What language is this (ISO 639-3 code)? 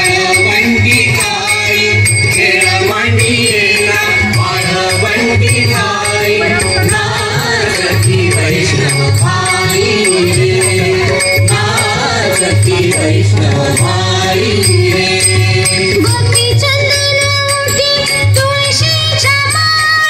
mar